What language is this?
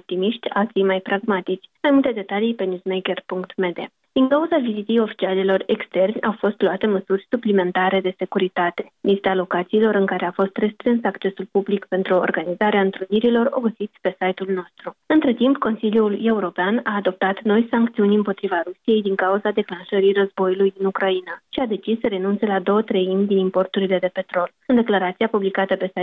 Romanian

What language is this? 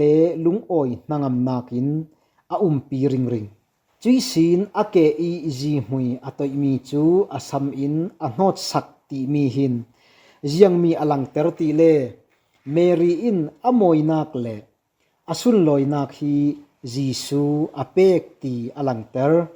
Falam Chin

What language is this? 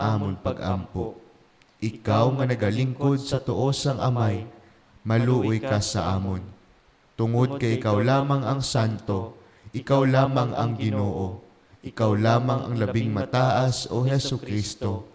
Hiligaynon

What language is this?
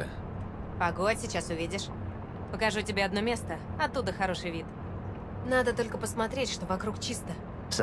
Russian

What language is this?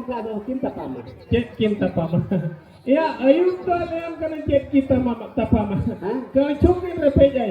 Santali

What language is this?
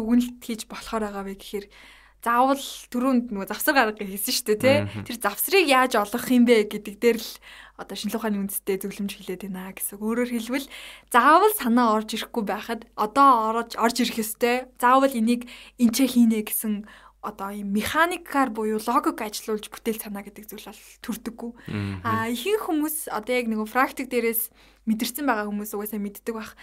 Mongolian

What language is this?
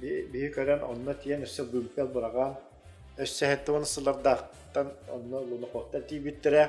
Yakut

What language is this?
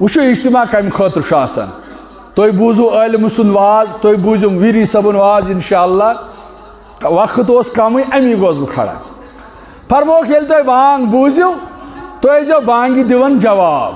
Kashmiri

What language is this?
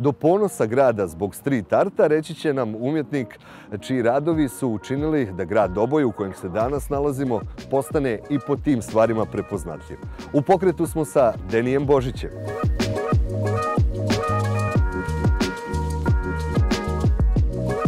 Bosnian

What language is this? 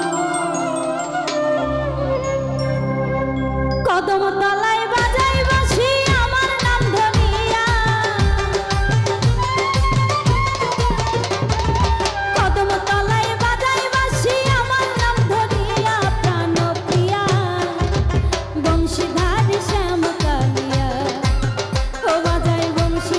Bangla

